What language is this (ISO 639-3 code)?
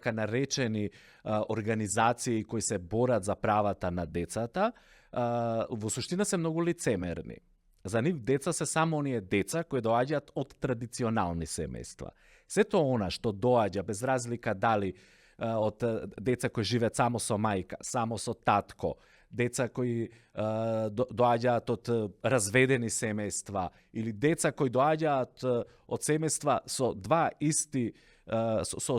mkd